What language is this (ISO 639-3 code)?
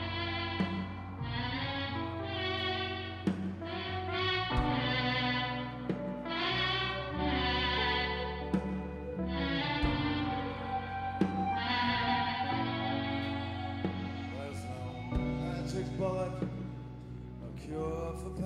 eng